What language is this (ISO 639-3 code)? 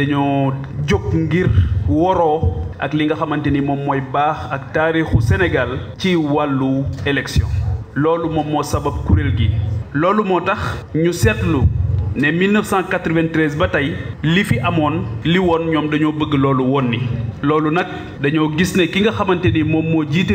wol